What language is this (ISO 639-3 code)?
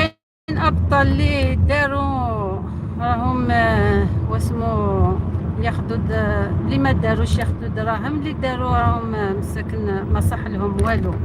arq